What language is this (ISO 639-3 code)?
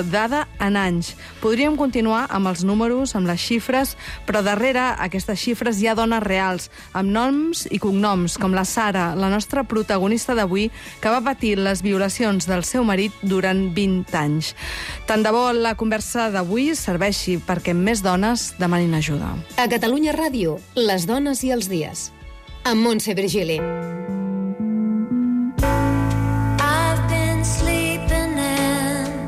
cat